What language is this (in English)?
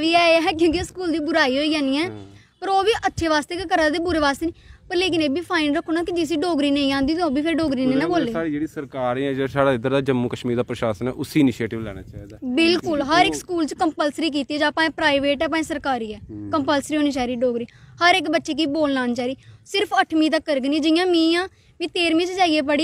Dogri